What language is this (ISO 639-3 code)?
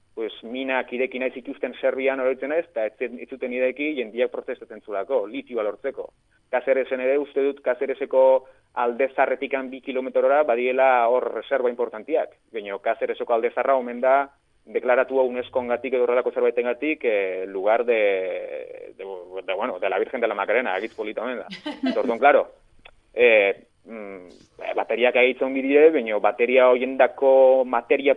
eus